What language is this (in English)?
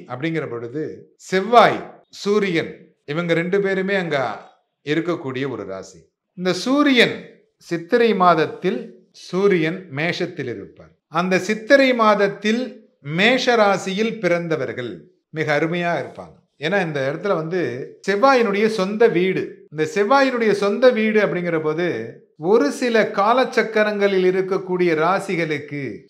Tamil